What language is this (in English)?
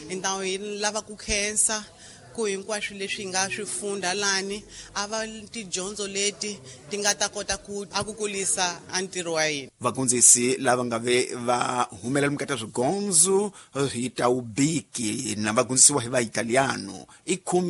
Tsonga